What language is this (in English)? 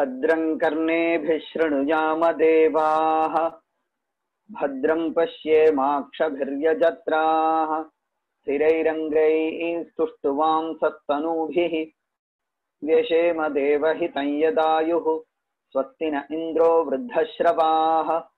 Sanskrit